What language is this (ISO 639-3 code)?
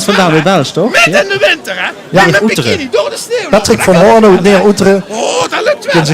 lim